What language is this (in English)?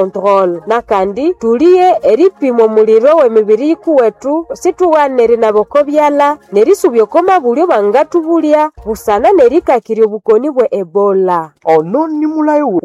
Nande